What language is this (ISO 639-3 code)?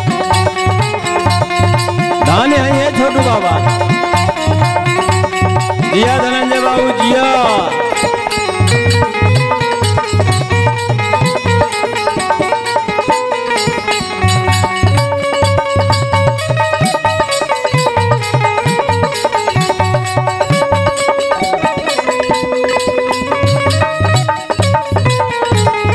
bho